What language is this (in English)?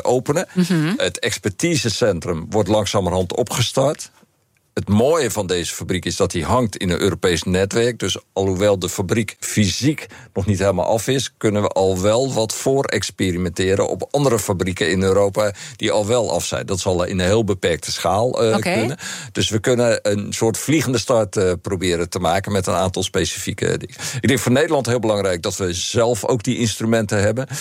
Dutch